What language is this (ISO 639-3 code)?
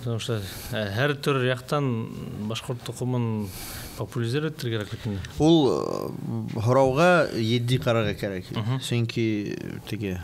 bak